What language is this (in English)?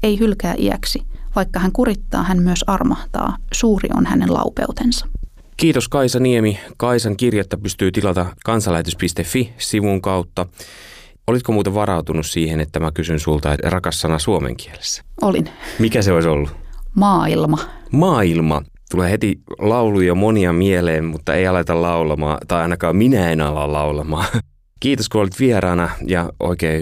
Finnish